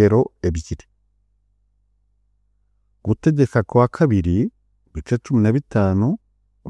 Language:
Kinyarwanda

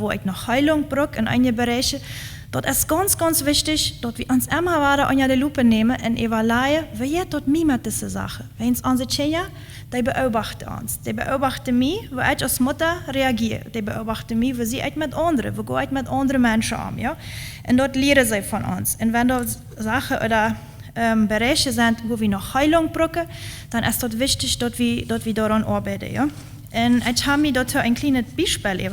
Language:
Plautdietsch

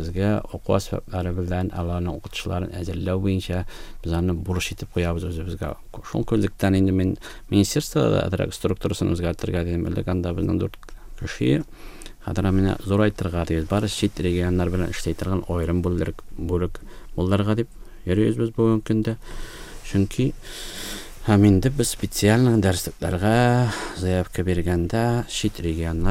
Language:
Tatar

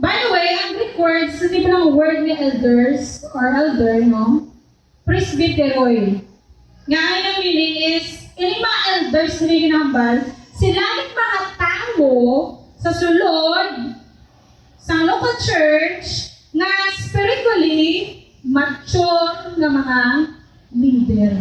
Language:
Hiligaynon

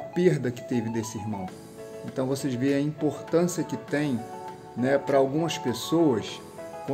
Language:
Portuguese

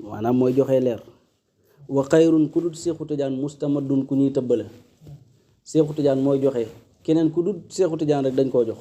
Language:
Wolof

